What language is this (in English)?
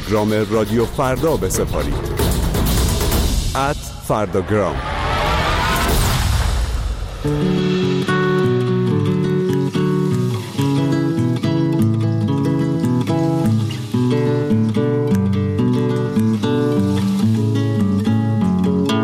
Persian